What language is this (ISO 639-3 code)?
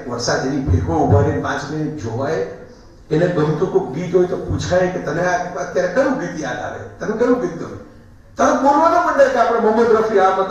guj